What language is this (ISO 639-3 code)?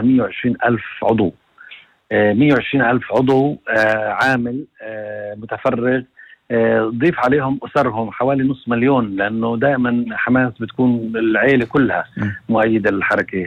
apc